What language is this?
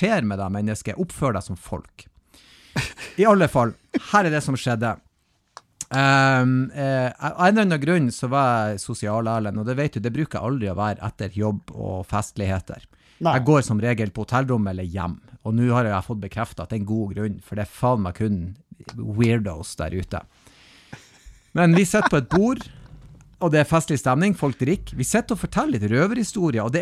Norwegian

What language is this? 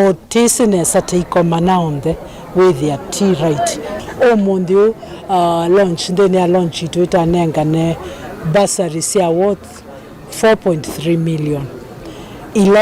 Kamba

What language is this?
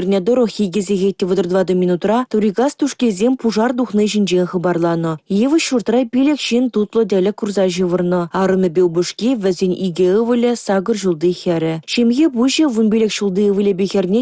Chuvash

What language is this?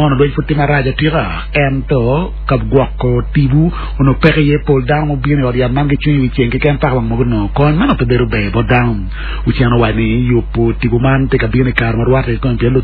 Acoli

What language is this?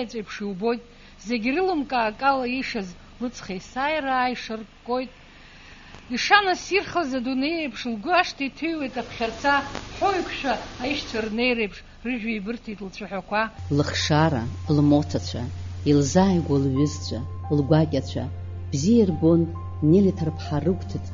Abkhazian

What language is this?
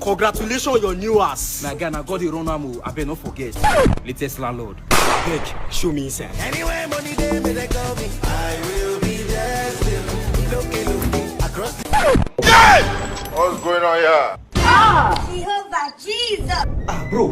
Nigerian Pidgin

